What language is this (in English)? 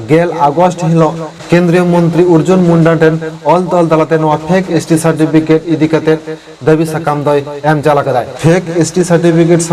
Santali